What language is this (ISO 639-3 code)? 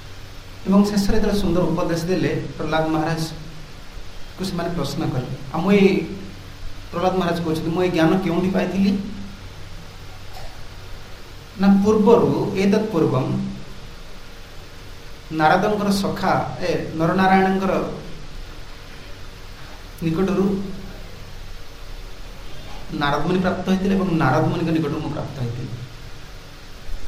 ori